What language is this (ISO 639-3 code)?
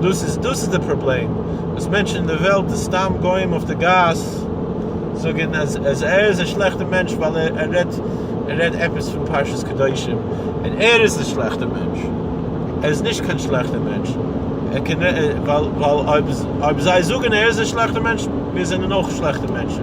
yid